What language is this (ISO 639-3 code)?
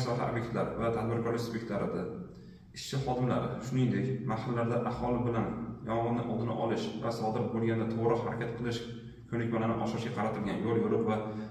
uzb